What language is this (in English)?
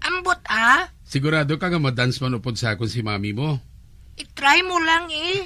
Hiligaynon